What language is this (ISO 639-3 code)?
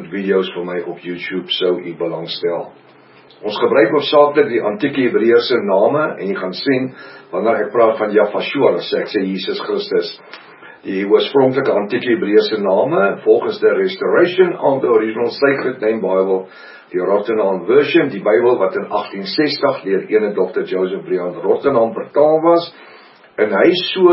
afr